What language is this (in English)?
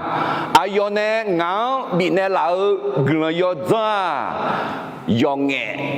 Akha